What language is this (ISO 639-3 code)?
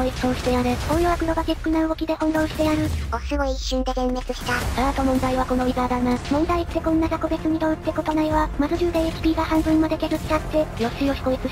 jpn